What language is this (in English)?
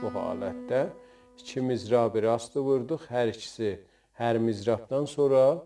South Azerbaijani